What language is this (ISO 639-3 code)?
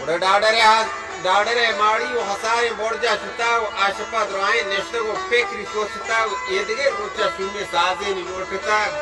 bal